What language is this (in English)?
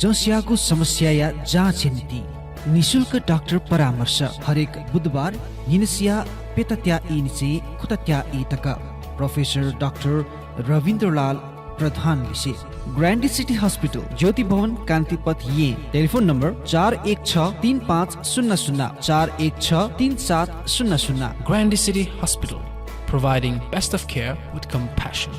Newari